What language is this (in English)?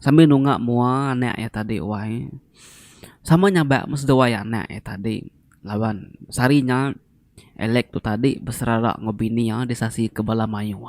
Iban